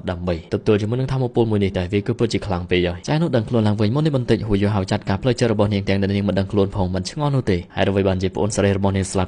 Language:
Khmer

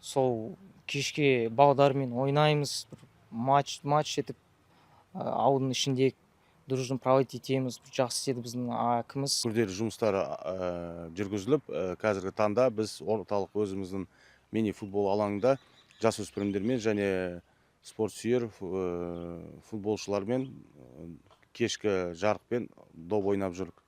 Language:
Kazakh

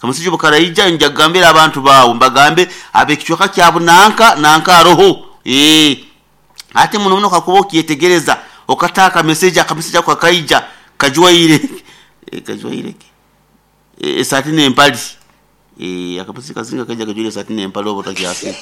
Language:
Nyoro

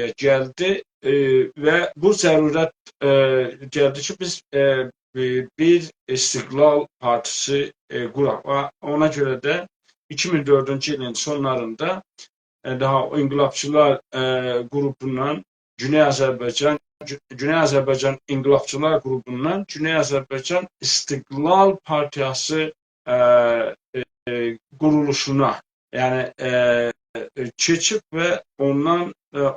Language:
South Azerbaijani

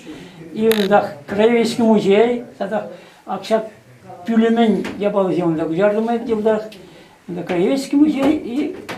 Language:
Chuvash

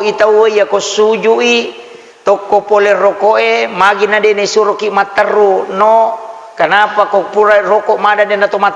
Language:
Buginese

